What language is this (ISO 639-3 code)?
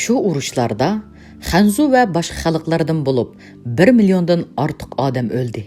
uig